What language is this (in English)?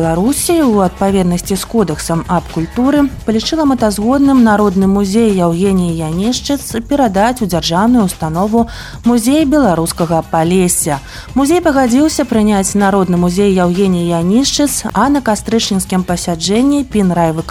Belarusian